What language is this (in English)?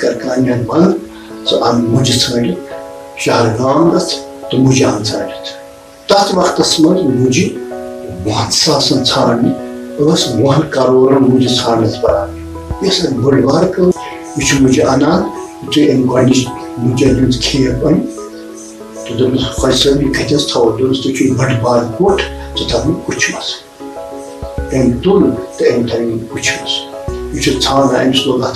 Kashmiri